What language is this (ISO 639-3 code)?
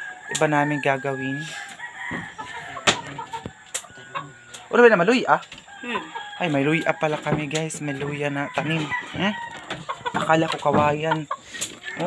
fil